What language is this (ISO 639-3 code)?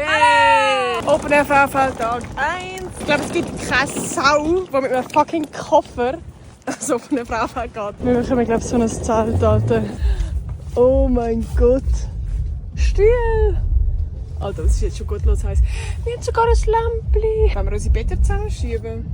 gsw